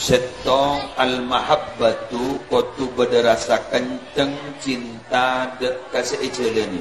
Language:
Madurese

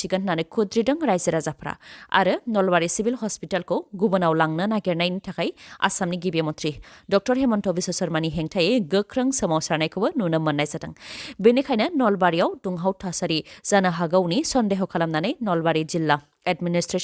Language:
Bodo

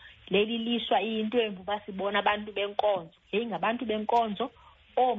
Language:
Xhosa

